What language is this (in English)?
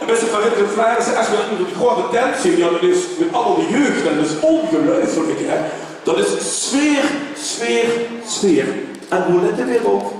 Limburgish